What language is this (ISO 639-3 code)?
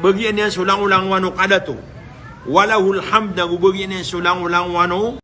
mrw